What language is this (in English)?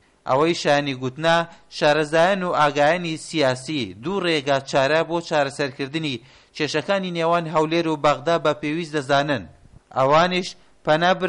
Central Kurdish